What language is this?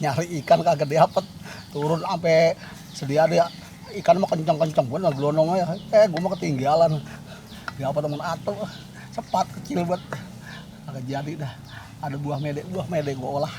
Betawi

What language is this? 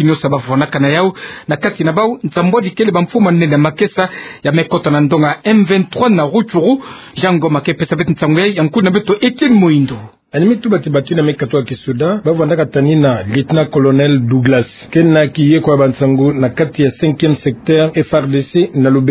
Kituba (Democratic Republic of Congo)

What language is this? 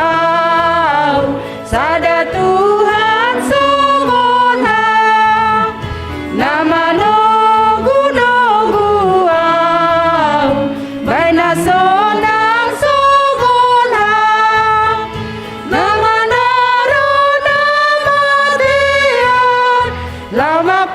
Batak Simalungun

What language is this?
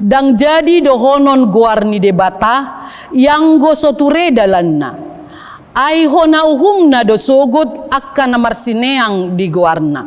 Batak Toba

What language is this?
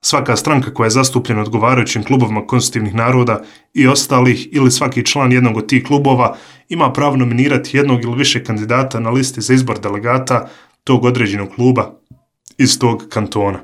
Bosnian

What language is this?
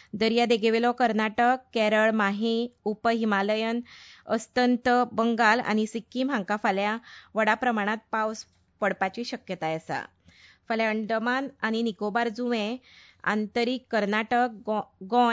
Konkani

